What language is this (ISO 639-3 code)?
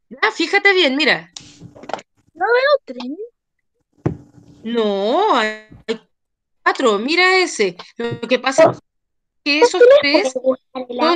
spa